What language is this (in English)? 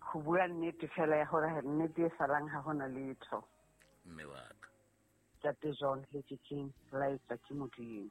Southern Sotho